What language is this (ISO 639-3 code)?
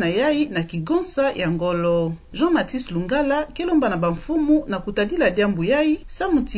ktu